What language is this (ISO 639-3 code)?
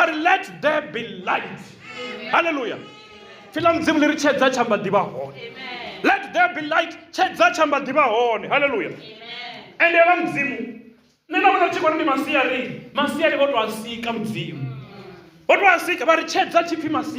ven